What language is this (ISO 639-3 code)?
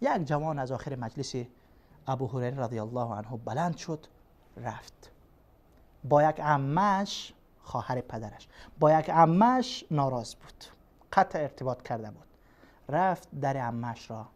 fas